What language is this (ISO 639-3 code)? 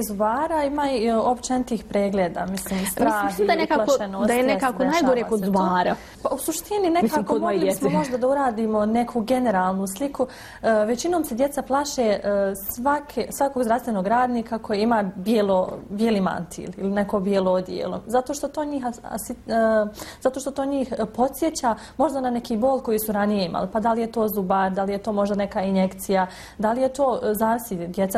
bos